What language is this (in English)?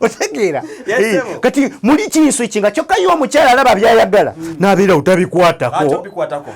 Ganda